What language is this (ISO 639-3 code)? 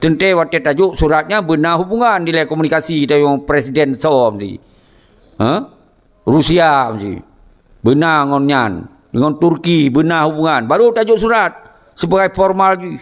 ace